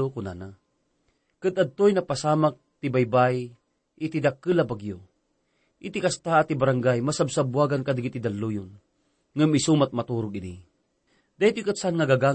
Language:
Iloko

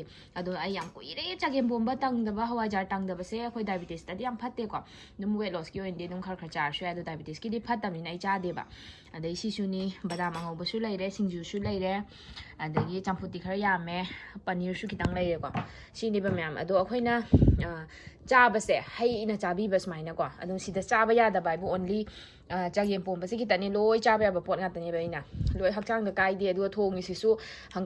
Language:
Manipuri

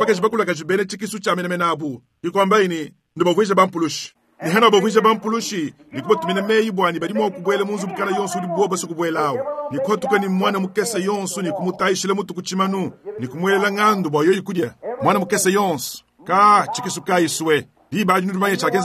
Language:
Luba-Lulua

